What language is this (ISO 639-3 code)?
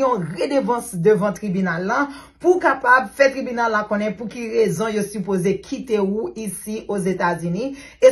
hat